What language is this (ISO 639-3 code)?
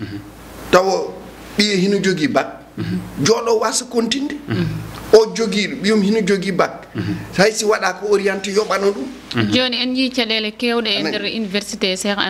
ful